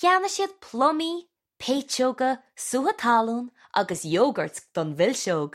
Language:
Irish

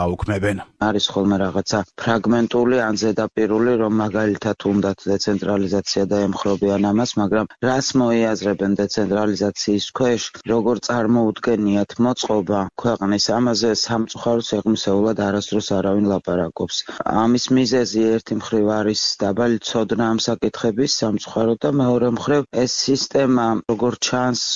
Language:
Georgian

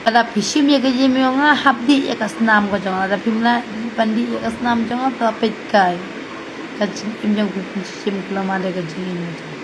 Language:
Khasi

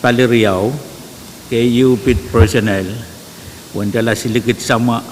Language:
Pohnpeian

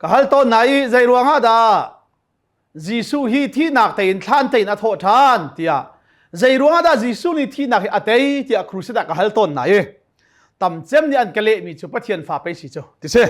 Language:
Hakha Chin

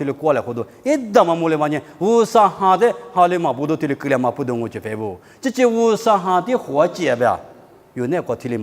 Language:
Lisu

